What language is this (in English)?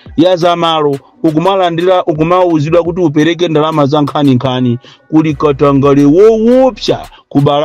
Nyanja